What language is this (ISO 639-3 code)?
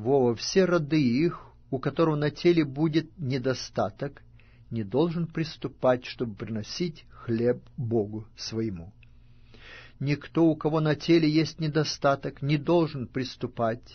rus